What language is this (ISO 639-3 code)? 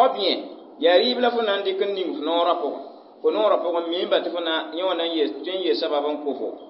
mos